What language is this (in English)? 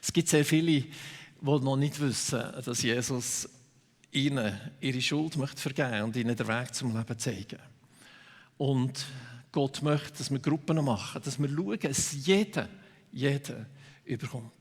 Swiss German